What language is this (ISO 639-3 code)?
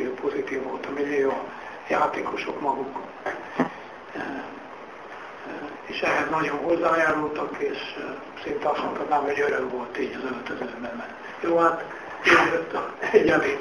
hun